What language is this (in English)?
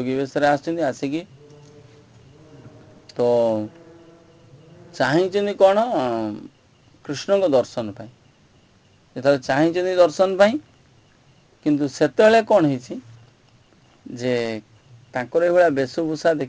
Odia